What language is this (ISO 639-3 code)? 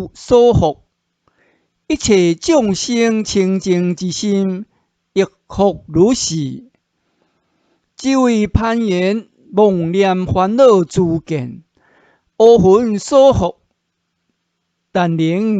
nan